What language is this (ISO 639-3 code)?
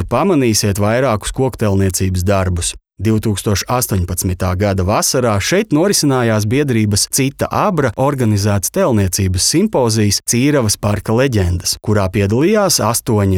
lav